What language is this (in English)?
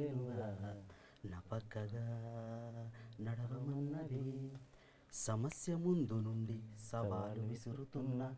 Telugu